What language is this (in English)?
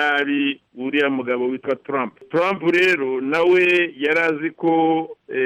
Kinyarwanda